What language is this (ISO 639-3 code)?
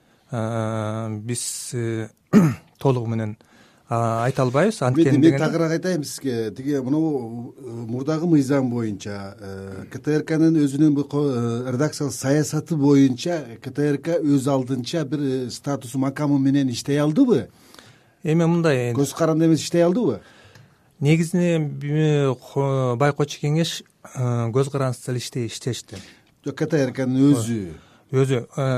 kir